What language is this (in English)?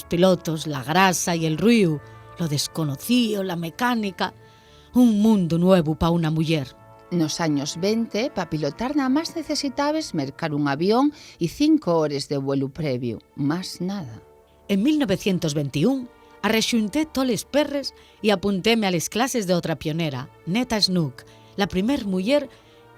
Asturian